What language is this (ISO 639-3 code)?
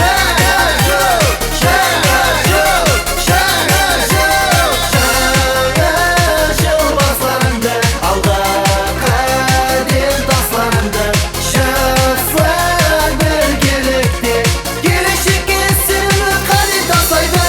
kaa